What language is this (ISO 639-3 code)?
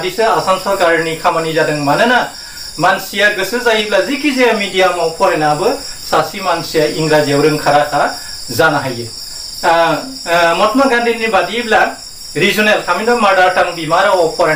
brx